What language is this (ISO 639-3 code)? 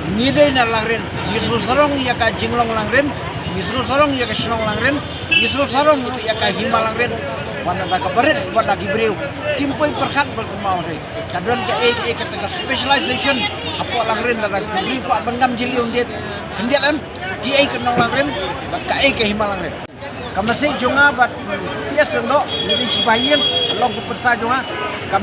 kha